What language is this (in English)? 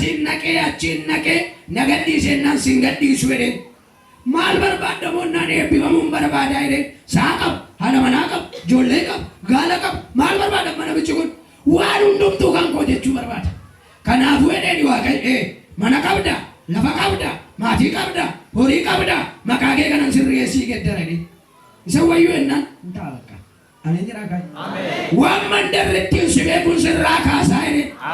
Oromo